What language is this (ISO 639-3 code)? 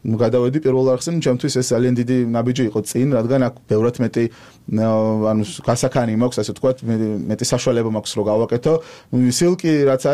kat